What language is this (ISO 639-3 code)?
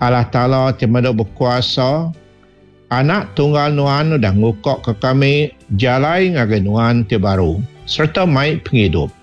iba